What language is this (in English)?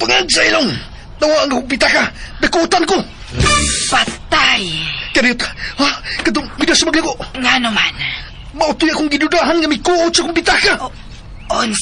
Cebuano